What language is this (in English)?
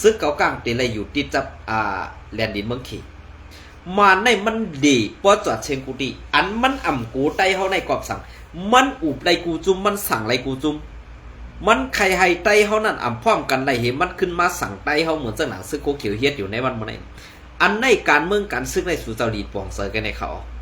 Shan